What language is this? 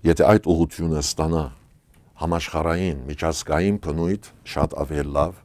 Western Armenian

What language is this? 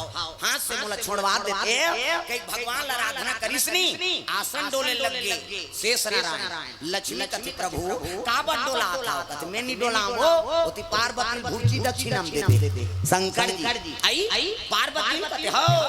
Chhattisgarhi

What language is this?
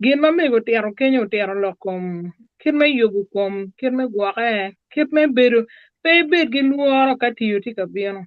Acoli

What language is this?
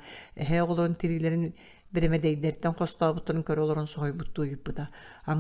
Yakut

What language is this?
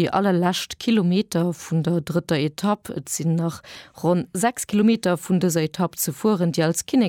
Luxembourgish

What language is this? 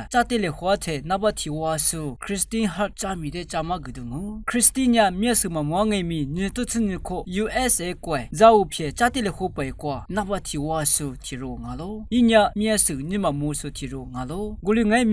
Lisu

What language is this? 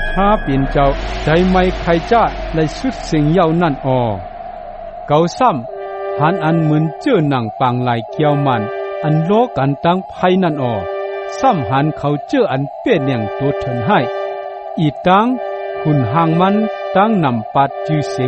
Shan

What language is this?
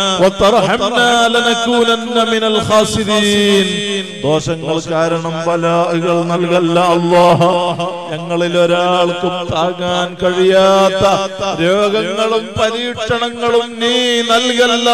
Malayalam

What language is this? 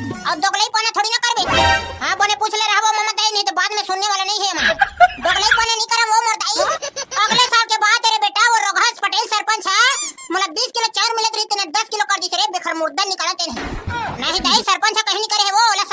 Chhattisgarhi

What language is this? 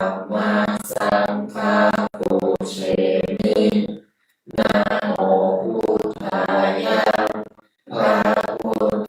Pali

